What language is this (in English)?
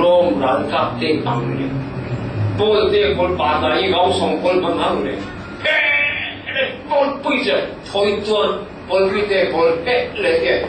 Falam Chin